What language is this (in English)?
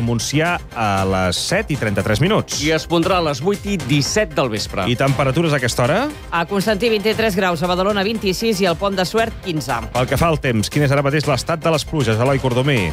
Catalan